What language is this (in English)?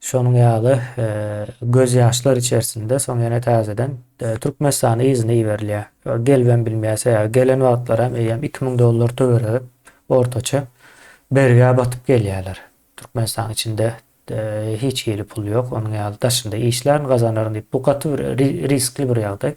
Turkmen